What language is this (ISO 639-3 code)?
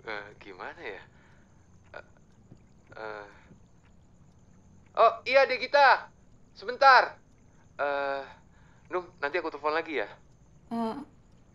ind